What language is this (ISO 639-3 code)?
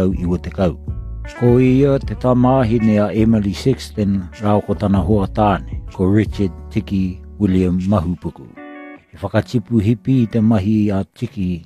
mri